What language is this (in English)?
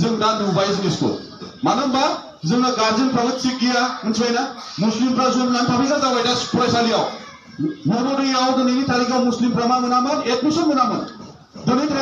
Bodo